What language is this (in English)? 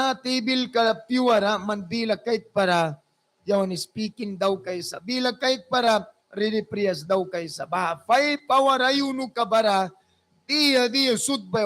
Mískito